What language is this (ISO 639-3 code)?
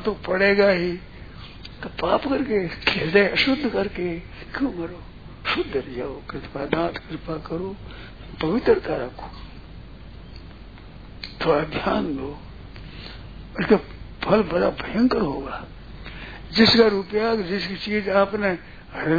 hin